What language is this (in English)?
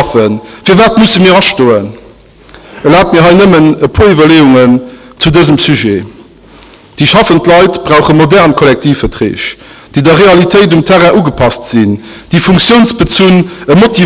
Luxembourgish